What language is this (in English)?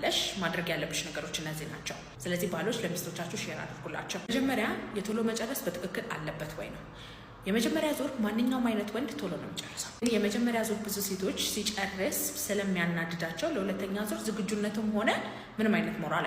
Amharic